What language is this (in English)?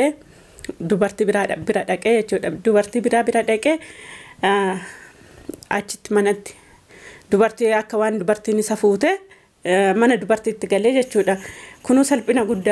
Oromo